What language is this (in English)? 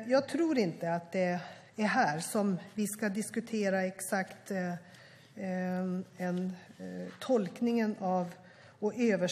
Swedish